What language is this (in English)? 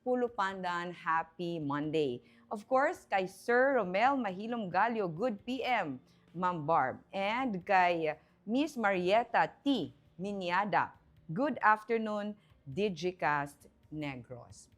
Hiligaynon